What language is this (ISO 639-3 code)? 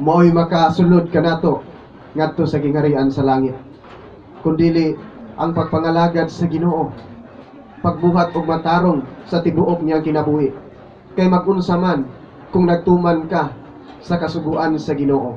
ceb